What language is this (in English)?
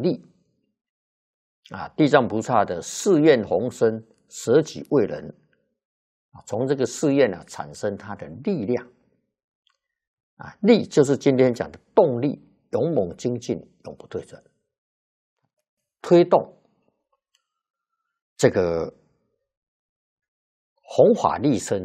Chinese